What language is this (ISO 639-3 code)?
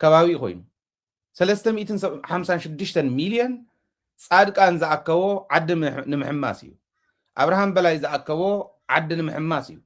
tir